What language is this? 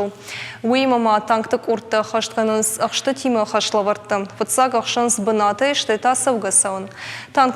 Ossetic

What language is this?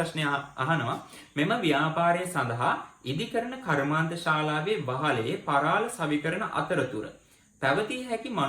Sinhala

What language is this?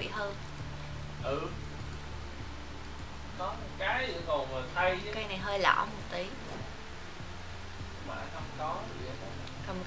Vietnamese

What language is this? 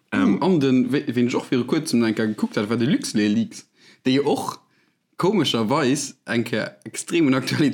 Luxembourgish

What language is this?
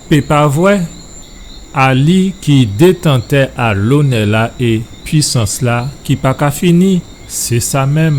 Guadeloupean Creole French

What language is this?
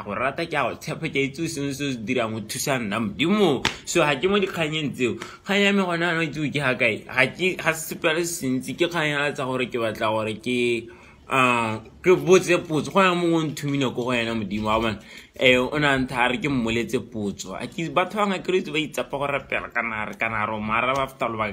Tswana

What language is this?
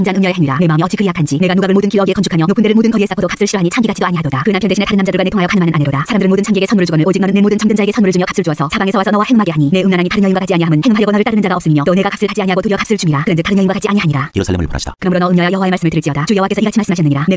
Korean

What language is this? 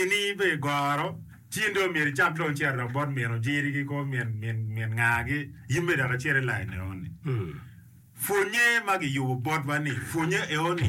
Acoli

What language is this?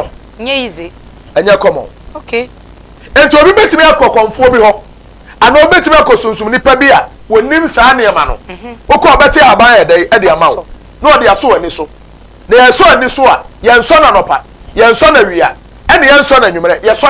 Akan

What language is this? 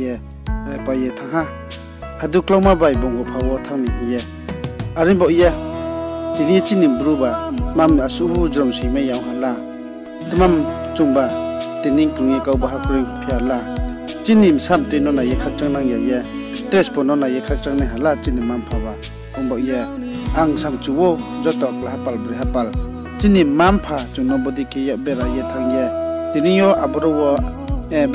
Riang (India)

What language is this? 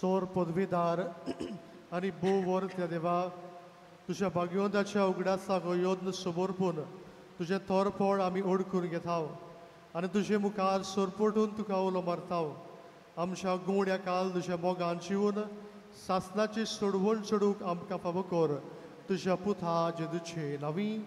Konkani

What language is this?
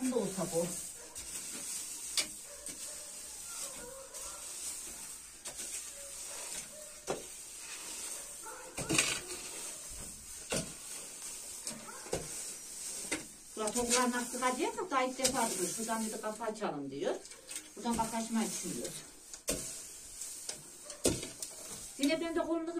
Turkish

